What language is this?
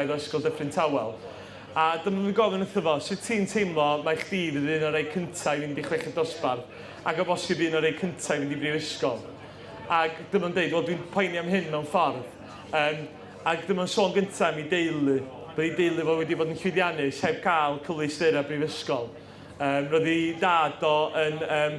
Welsh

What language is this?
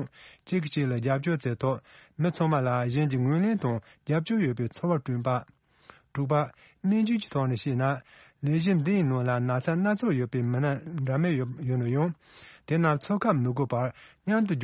Tibetan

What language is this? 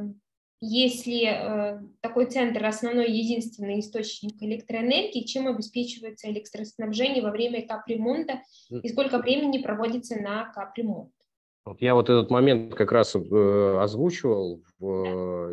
Russian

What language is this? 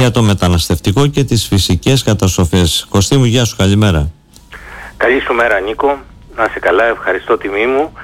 Greek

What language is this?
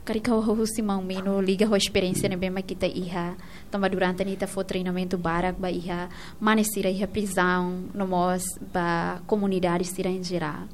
Tetum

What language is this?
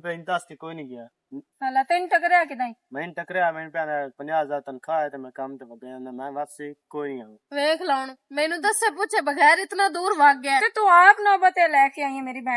Western Panjabi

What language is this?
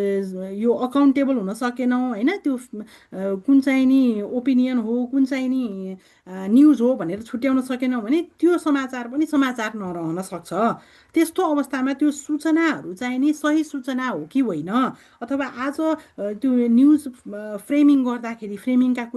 Nepali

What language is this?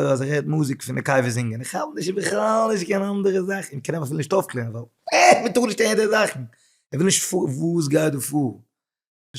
Yiddish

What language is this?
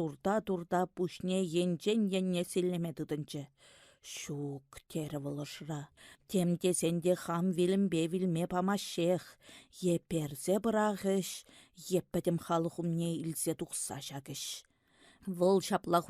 Chuvash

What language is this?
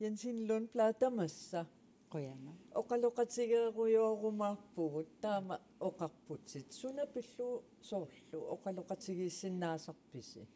Kalaallisut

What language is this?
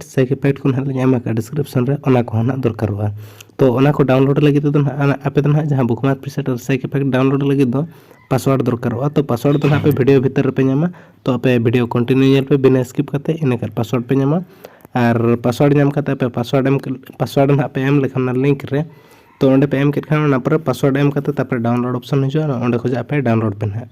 Santali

